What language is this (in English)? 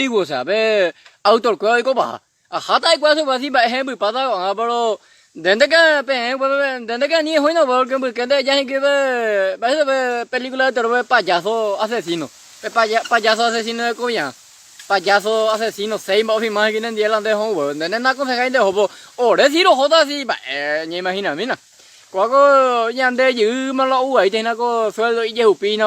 Guarani